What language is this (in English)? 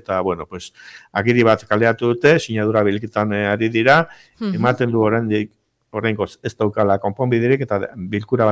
Basque